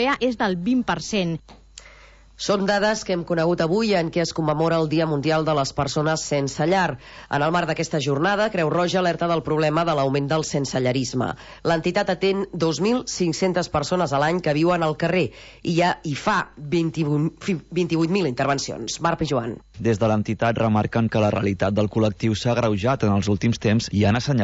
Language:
Catalan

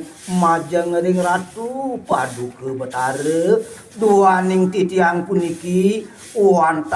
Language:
Balinese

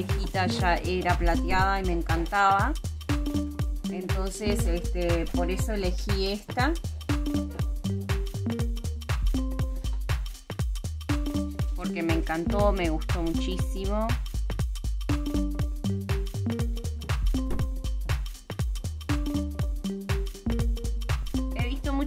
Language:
Spanish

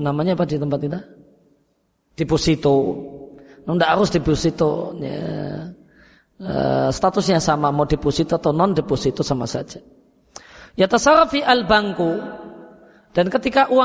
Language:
Indonesian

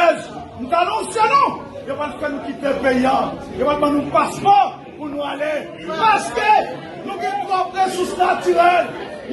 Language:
Haitian Creole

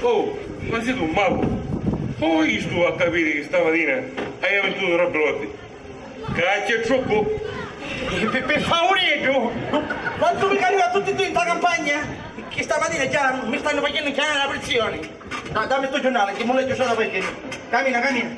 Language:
Sicilian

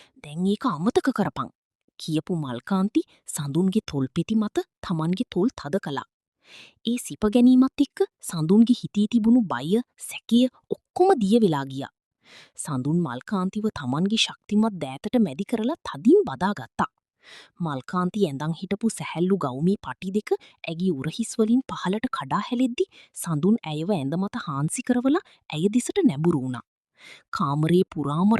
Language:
Sinhala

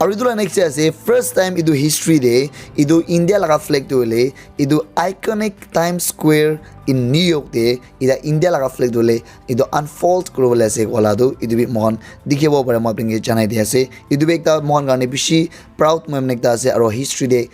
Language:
Naga Pidgin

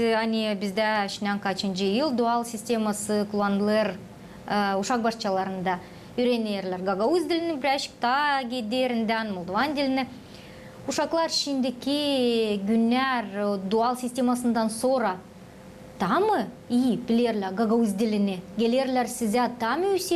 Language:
Gagauz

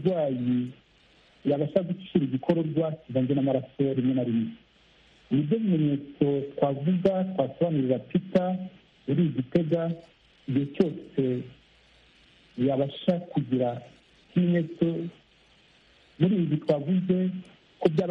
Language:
Kinyarwanda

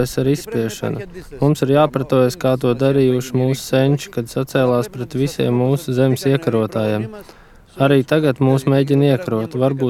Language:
Latvian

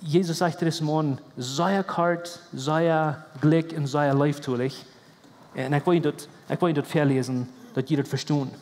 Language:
Plautdietsch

